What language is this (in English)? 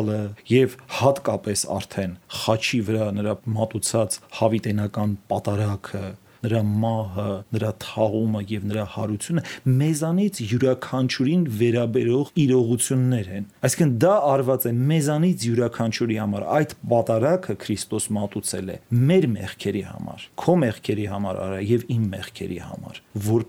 Armenian